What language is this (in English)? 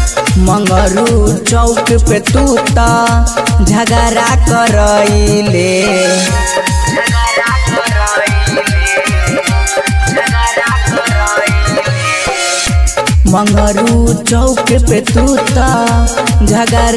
Bhojpuri